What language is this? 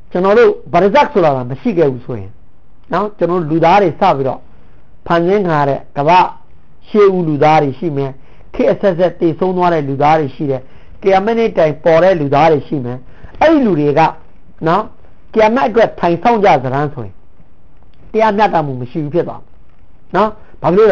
Burmese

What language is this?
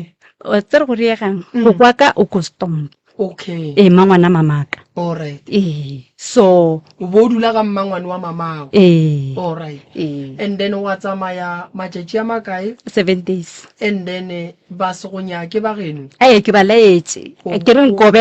Northern Sotho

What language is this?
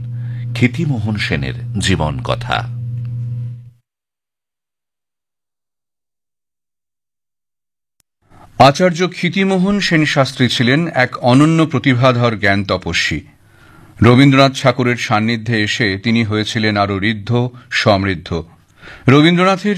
Bangla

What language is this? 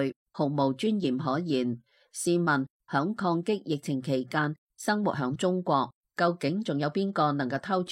Cantonese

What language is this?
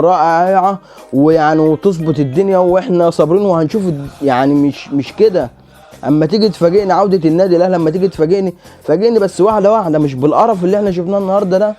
Egyptian Arabic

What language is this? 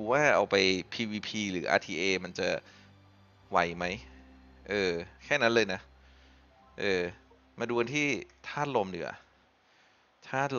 Thai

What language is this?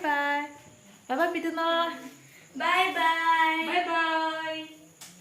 Karbi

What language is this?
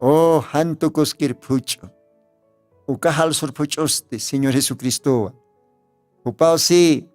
Aymara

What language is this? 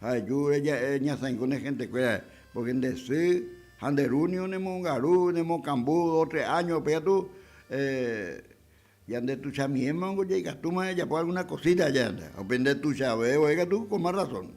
Guarani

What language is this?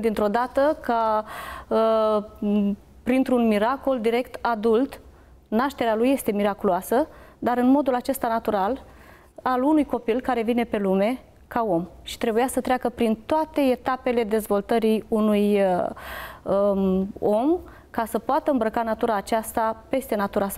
Romanian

